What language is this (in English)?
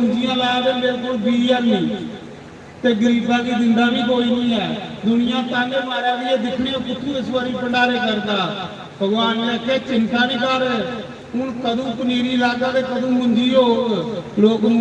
Dogri